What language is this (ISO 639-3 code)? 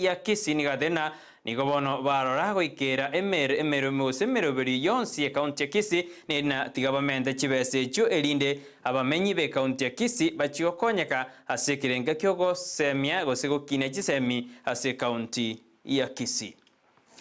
guz